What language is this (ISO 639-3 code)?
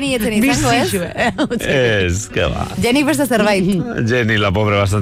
eus